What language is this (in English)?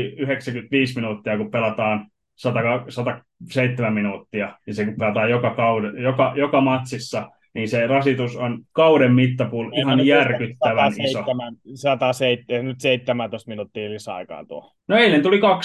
Finnish